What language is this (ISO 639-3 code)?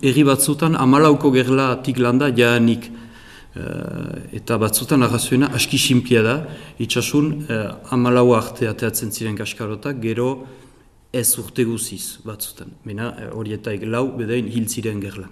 eus